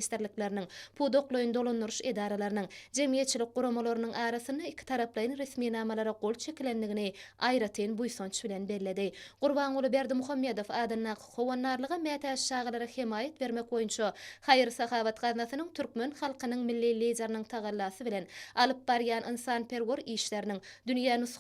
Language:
Turkmen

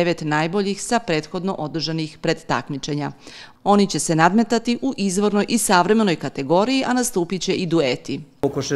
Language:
Serbian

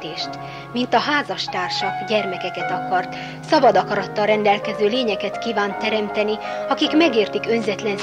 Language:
Hungarian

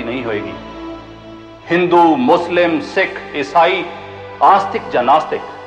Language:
Punjabi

